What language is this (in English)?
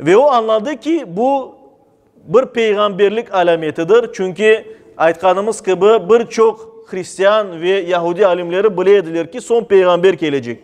Crimean Tatar